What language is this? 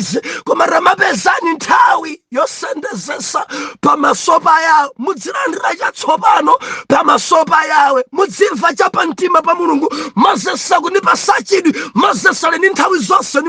Nyanja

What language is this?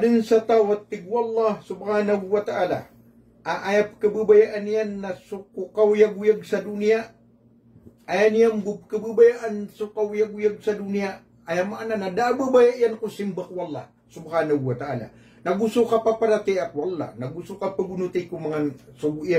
Maranao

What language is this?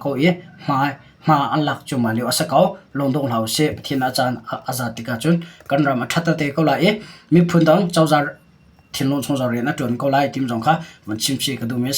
Hakha Chin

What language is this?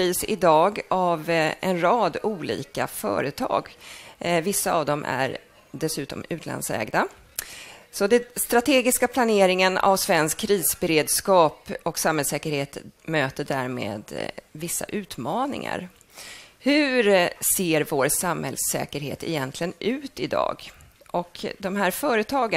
Swedish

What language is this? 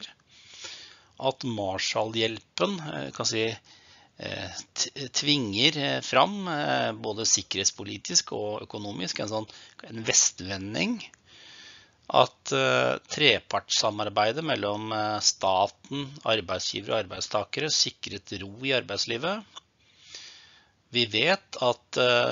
Norwegian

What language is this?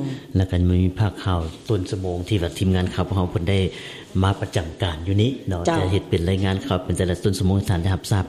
Lao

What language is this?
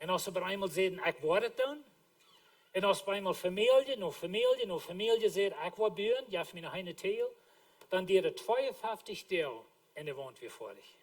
Plautdietsch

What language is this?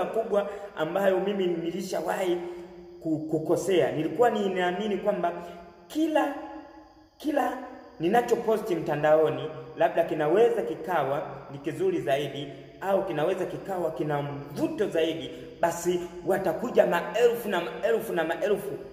Swahili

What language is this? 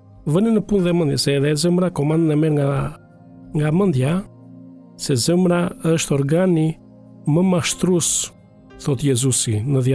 Albanian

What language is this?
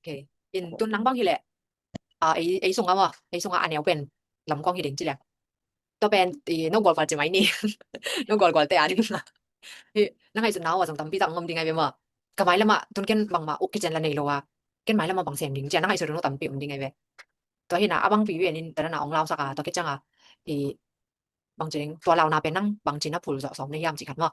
Tedim Chin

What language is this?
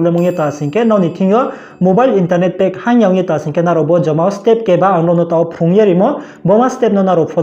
Riang (India)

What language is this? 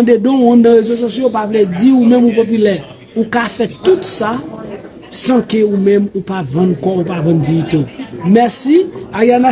Haitian Creole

